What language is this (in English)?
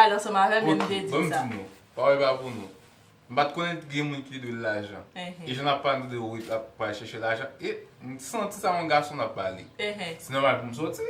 Haitian Creole